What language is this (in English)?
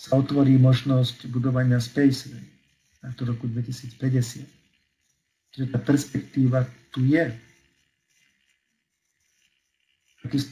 Slovak